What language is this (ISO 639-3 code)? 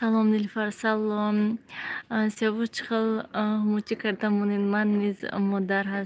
tgk